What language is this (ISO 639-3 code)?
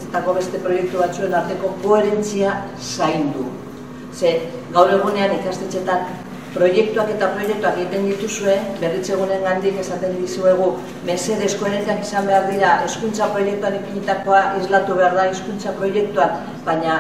eus